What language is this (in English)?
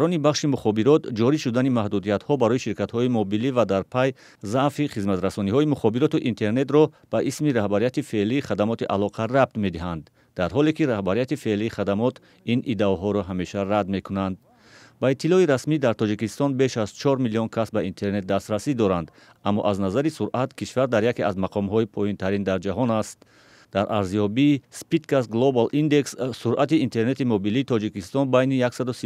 Tajik